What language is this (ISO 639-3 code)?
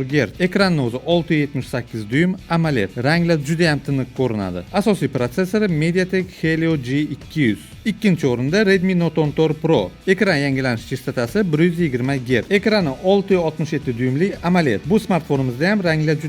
uzb